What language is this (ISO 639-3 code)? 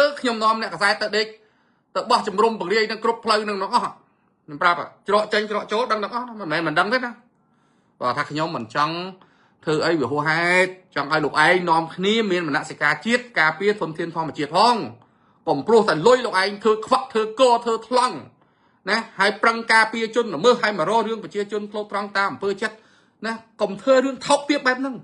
khm